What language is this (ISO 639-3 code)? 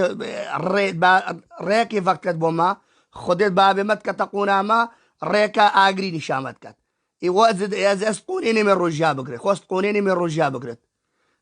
kur